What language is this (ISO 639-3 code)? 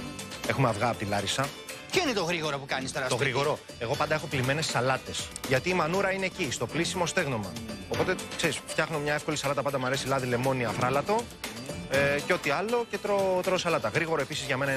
ell